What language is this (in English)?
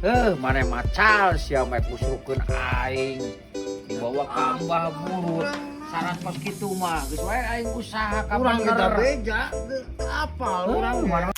Sundanese